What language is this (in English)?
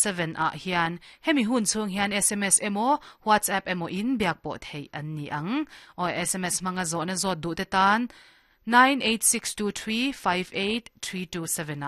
Mizo